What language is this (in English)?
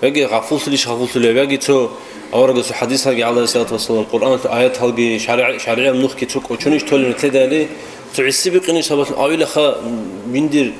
Avaric